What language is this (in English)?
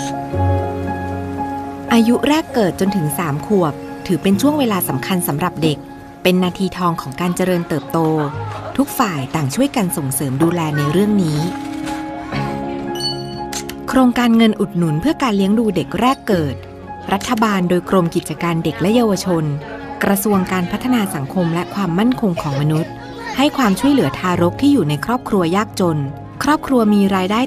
Thai